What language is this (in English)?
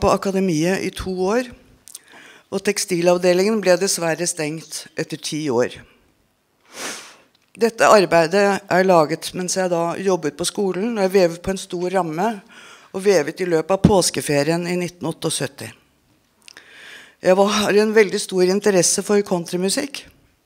Norwegian